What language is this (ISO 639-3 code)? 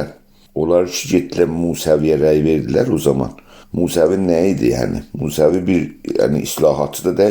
azb